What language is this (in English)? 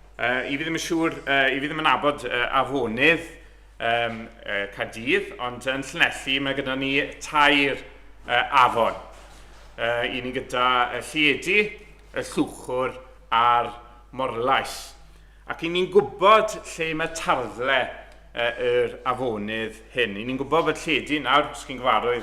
Welsh